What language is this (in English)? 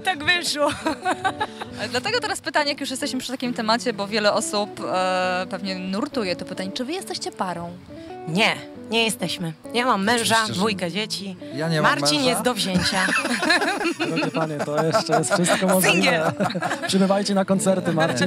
Polish